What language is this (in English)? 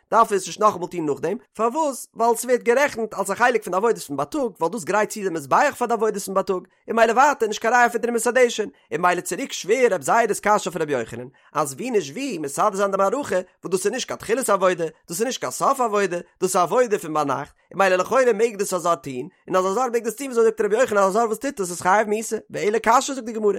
Yiddish